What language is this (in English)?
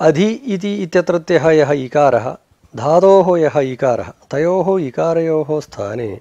Sanskrit